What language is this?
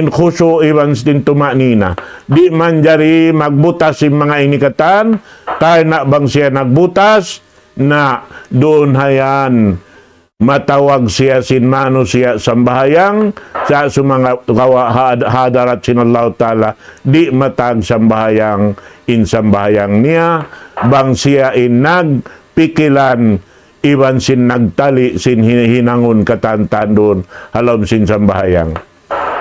Tausug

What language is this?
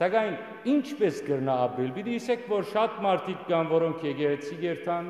Western Armenian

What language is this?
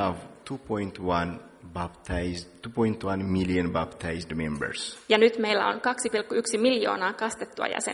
Finnish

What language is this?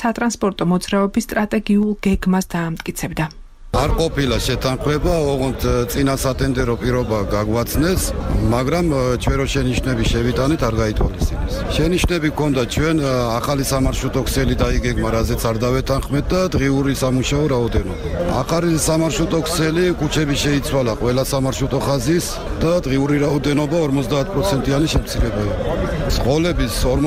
Georgian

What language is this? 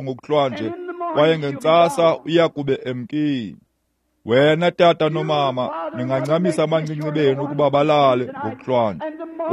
Xhosa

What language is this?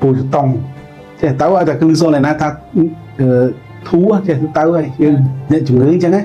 Khmer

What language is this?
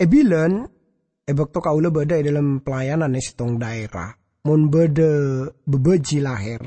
Madurese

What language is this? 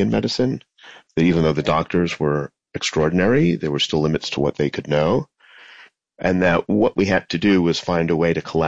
English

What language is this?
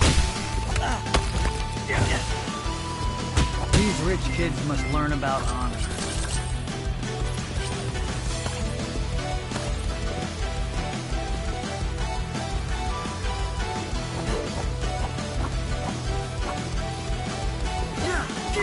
English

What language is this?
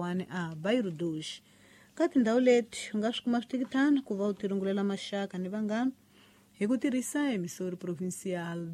Tsonga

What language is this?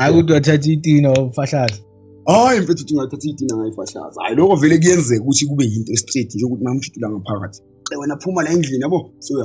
Zulu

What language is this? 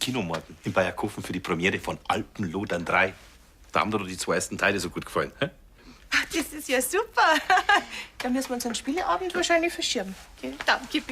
Bavarian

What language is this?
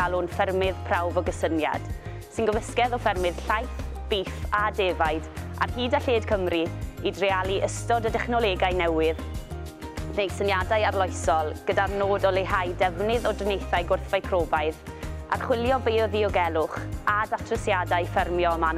Welsh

